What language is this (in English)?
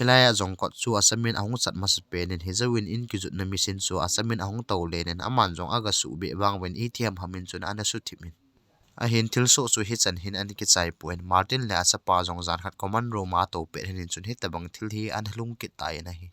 Thado Chin